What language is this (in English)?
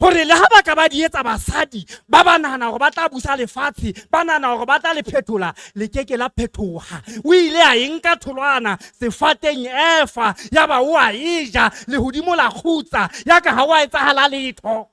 Southern Sotho